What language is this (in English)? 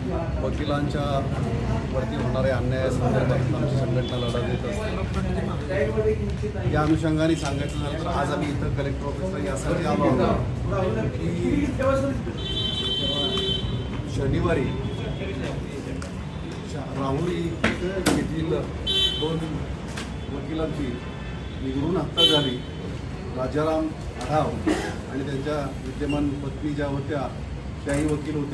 Marathi